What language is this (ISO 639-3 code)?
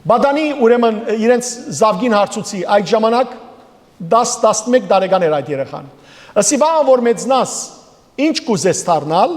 hyw